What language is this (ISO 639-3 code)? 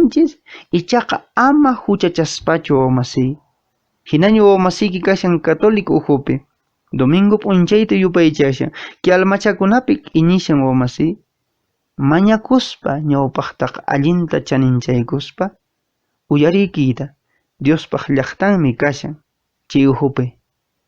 que